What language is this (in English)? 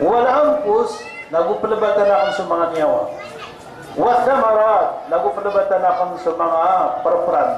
Maranao